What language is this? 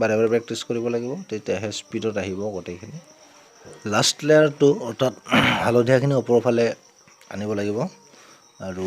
Assamese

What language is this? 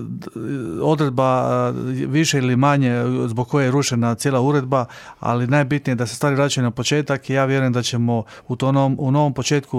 Croatian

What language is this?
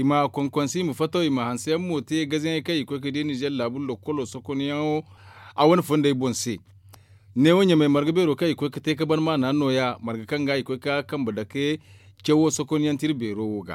Zarma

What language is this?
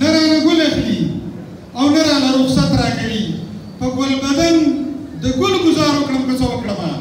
Pashto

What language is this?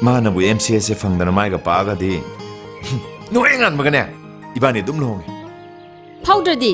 Manipuri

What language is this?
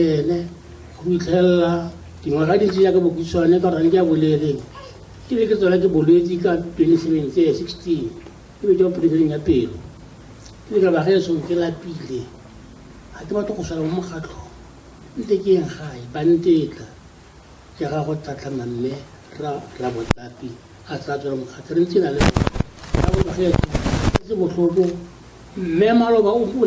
Tswana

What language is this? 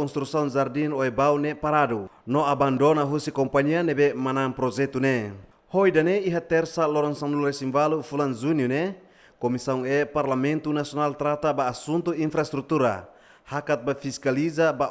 Tetum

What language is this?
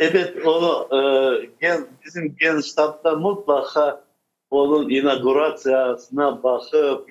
Crimean Tatar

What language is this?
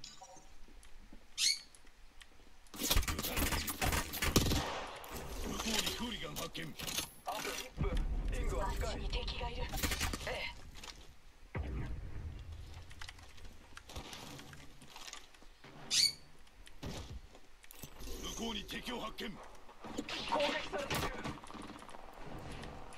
Japanese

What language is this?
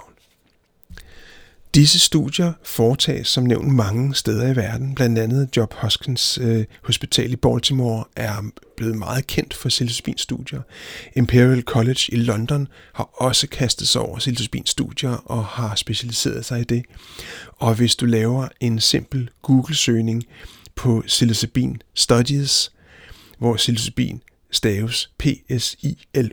Danish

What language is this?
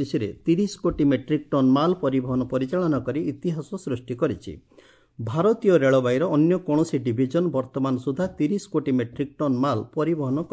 Odia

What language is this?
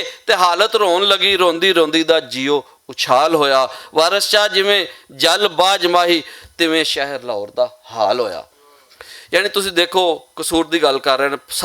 Western Panjabi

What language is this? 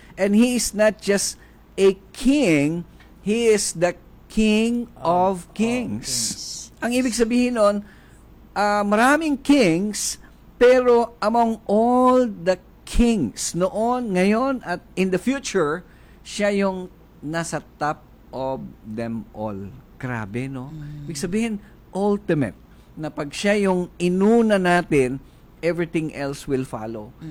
Filipino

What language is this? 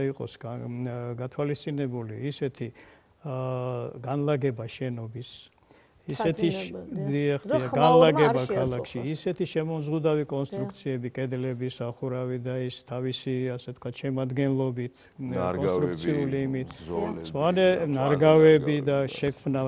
Georgian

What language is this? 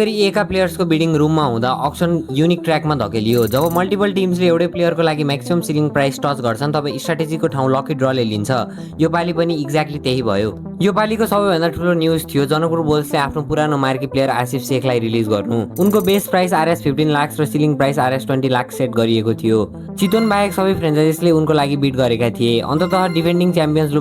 Nepali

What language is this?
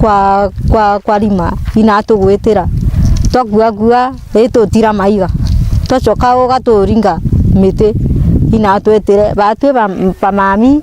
Meru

